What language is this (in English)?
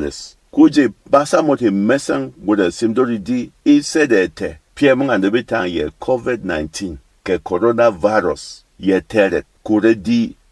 Berom